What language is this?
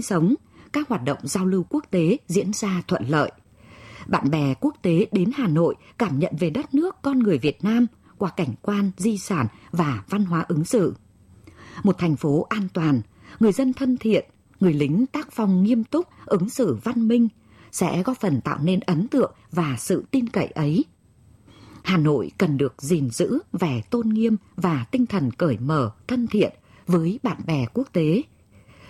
Vietnamese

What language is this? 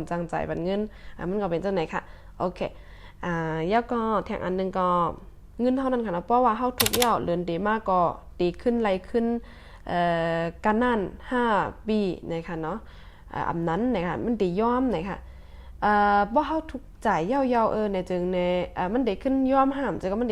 Shan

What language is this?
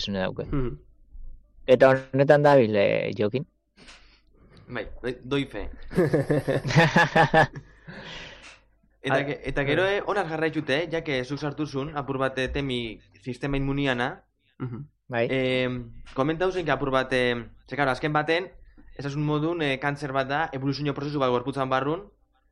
Basque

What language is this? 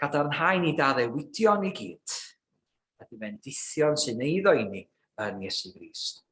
Welsh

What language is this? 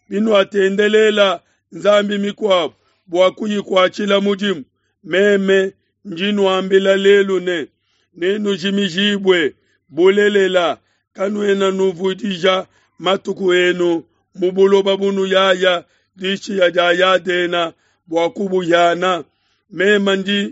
Luba-Lulua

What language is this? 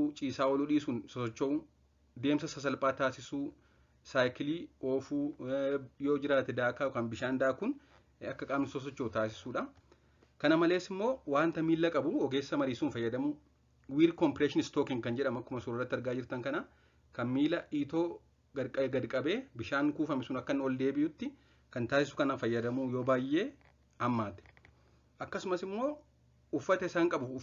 Oromo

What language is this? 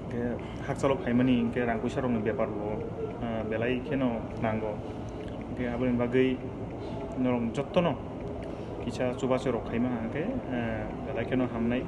Kok Borok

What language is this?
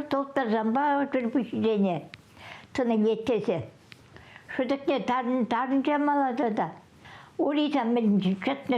Chuvash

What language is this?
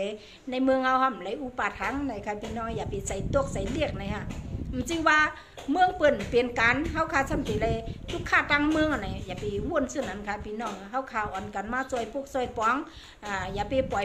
Shan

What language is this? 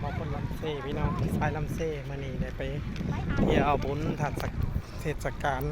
Lao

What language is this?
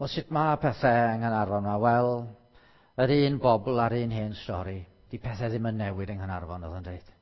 Welsh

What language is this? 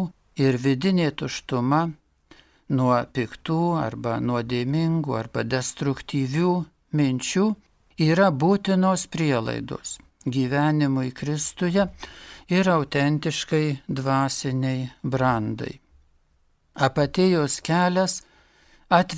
Lithuanian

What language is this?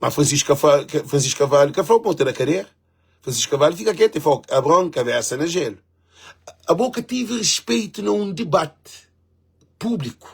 Kabuverdianu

